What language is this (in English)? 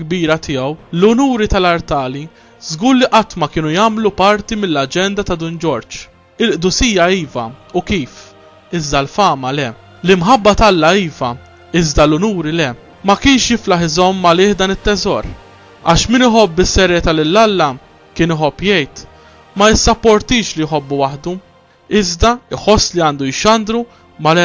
Maltese